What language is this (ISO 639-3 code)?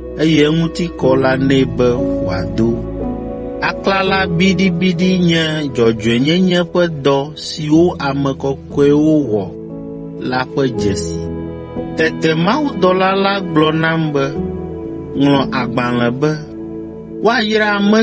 ewe